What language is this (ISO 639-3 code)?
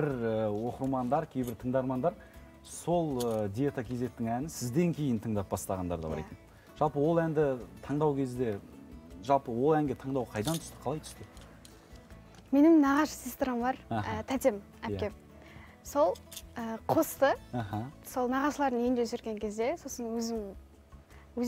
kaz